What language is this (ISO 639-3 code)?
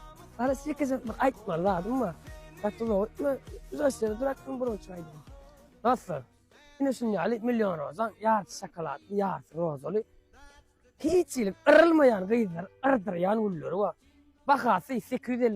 tuk